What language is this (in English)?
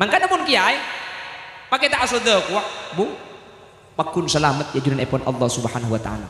Madurese